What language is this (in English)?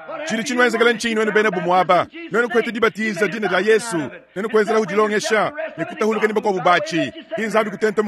Luba-Lulua